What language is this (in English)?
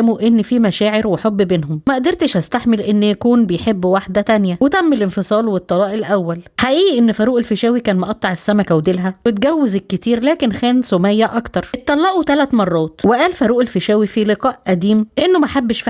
Egyptian Arabic